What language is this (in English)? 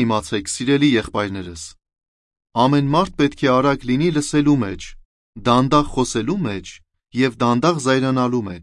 Armenian